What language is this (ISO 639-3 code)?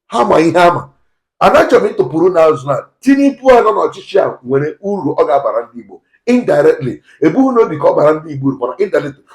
ibo